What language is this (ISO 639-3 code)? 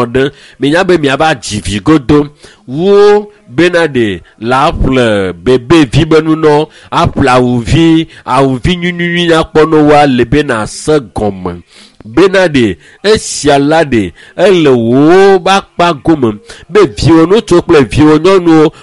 ewe